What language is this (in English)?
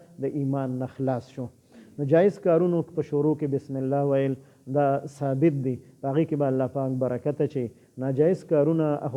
Pashto